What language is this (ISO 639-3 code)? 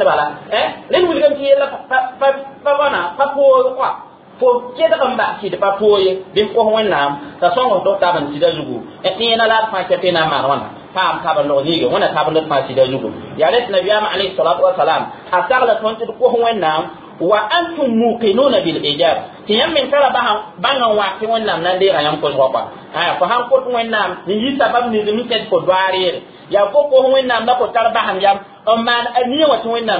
mos